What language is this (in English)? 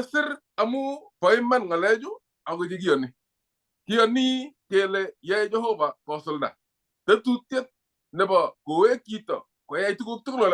Kalenjin